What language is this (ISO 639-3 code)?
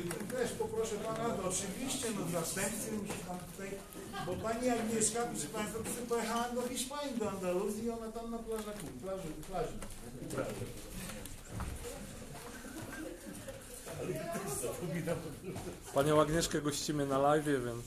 pol